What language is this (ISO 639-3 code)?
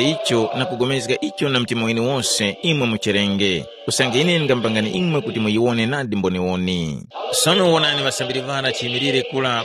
tum